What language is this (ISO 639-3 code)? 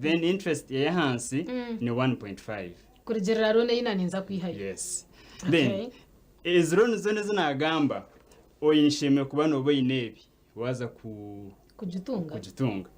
nyn